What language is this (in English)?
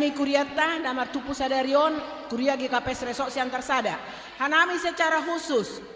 Batak Simalungun